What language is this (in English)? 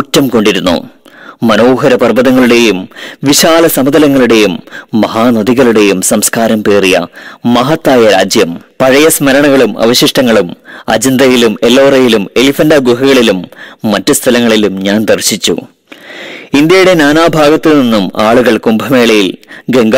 Malayalam